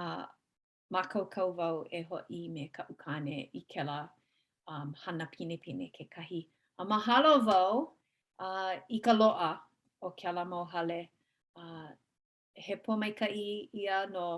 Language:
Hawaiian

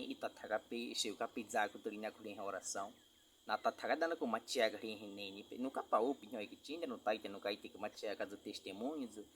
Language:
Baniwa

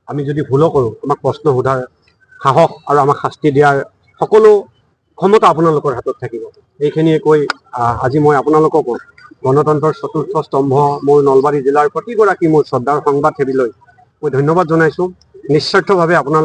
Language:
Assamese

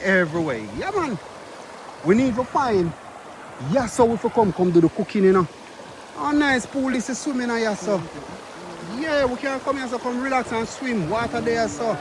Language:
Jamaican Creole English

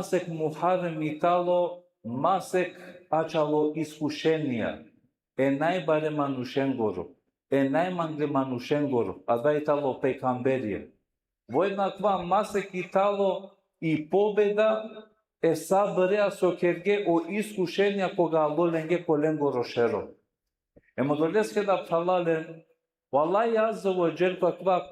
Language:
Balkan Romani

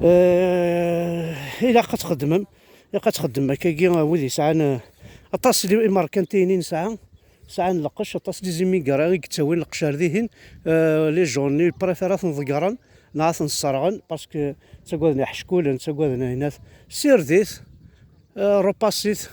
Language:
Kabyle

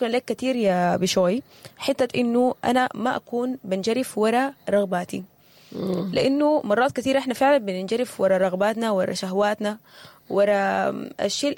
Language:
Sudanese Arabic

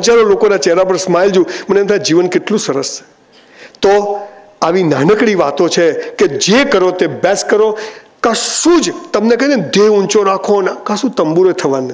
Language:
Gujarati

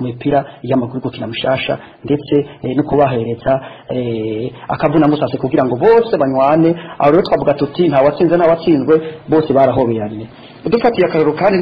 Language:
Rundi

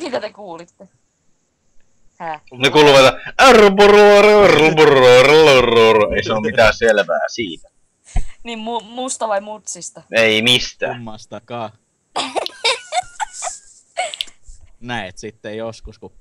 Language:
Finnish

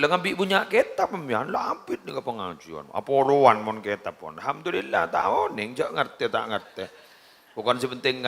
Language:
Madurese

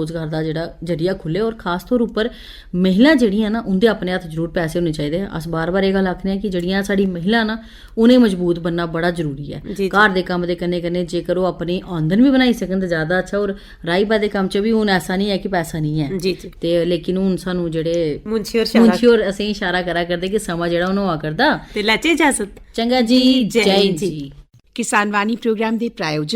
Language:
Dogri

